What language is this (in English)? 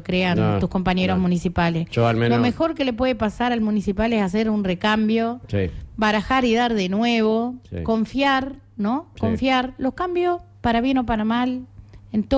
Spanish